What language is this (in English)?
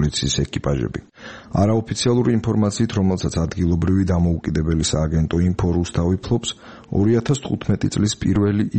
Georgian